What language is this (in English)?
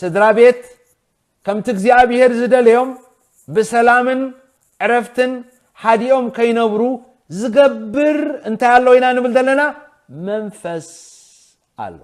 Tigrinya